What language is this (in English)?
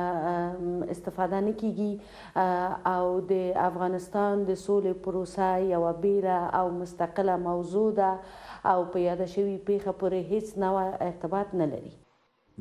Pashto